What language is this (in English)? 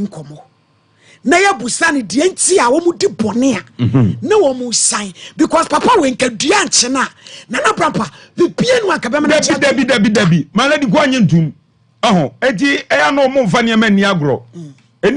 Akan